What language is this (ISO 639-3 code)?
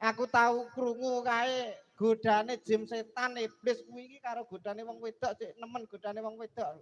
jav